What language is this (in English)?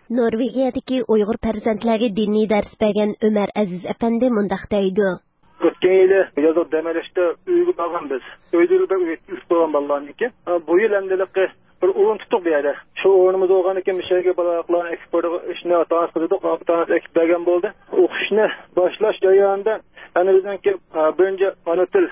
Uyghur